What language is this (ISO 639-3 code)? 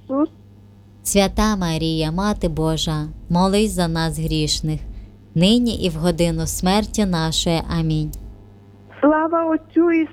ukr